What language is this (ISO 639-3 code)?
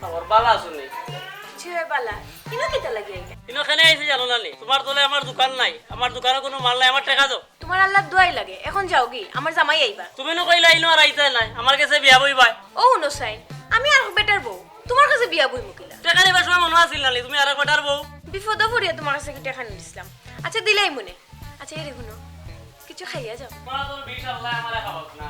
syl